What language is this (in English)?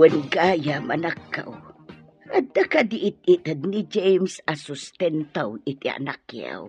Iloko